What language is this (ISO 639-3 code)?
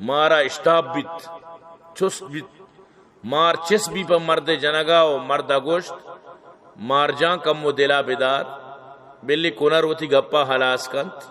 bal